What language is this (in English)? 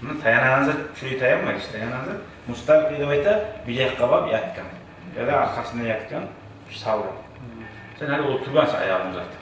Kumyk